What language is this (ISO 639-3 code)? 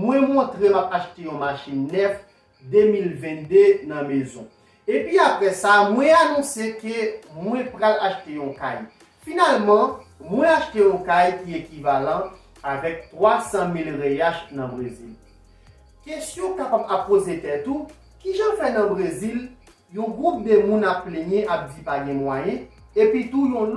hat